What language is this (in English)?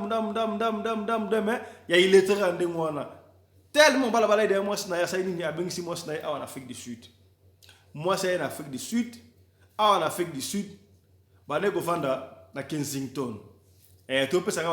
Lingala